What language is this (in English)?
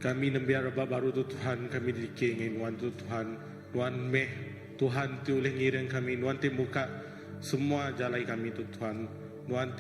Iban